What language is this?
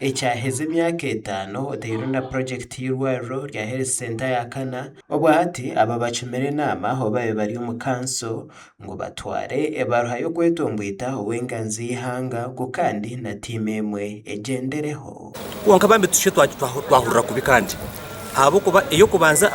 Nyankole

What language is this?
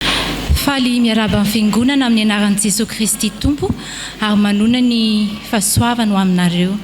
Malagasy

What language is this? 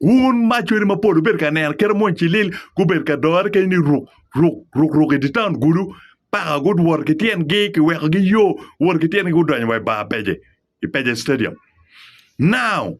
Acoli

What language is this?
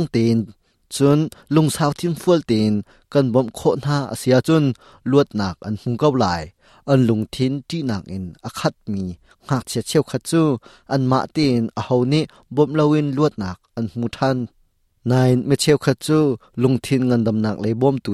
Hakha Chin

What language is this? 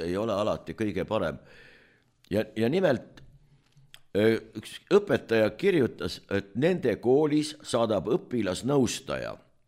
Estonian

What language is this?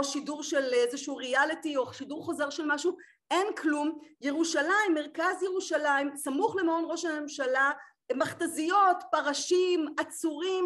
Hebrew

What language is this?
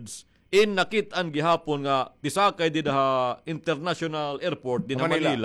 Waray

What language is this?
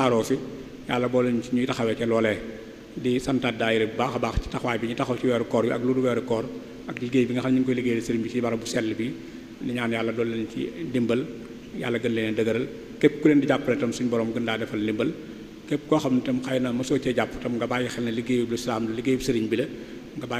Wolof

